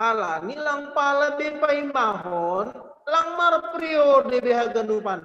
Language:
Batak Simalungun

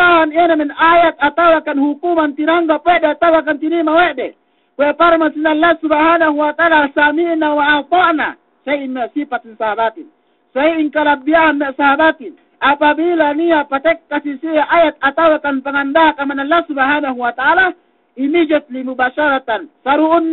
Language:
Yakan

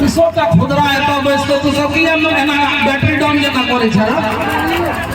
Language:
Maithili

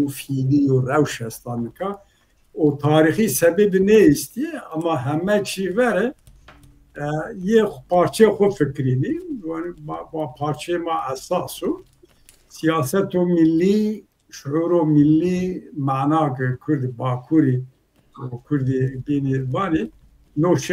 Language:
Zaza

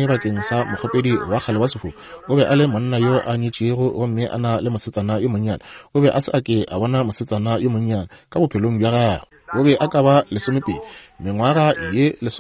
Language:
Northern Sotho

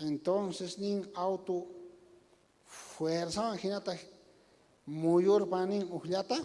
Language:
South Bolivian Quechua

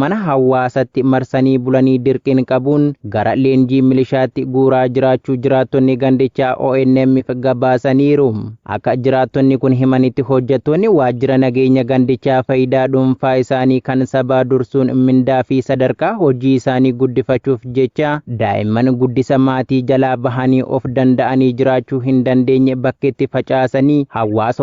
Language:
Oromo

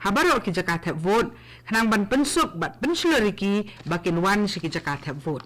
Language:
Khasi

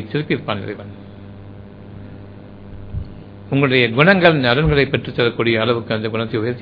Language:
Tamil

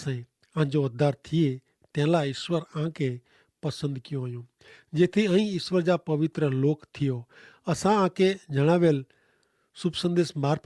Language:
Kachhi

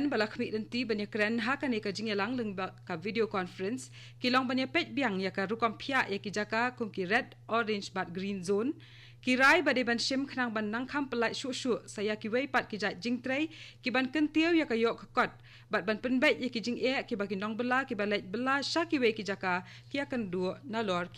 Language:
Khasi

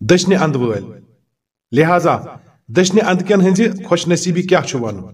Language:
Kashmiri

